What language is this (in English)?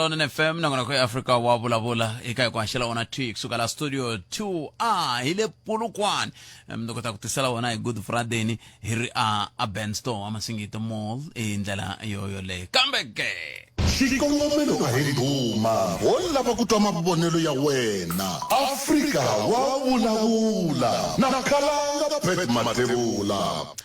Tsonga